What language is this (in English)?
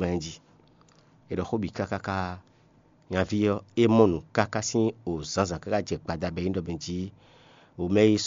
Fon